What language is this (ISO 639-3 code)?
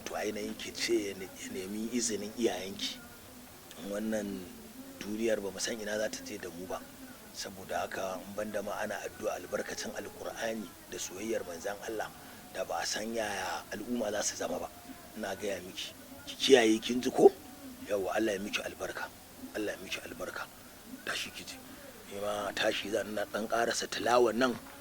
hau